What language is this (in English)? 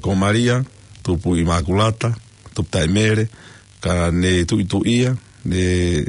Tongan